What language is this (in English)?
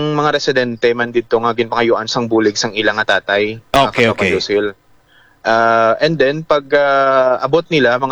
Hiligaynon